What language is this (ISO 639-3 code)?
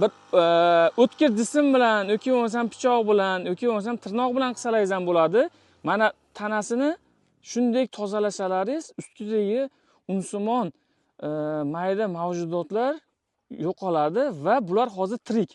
uzb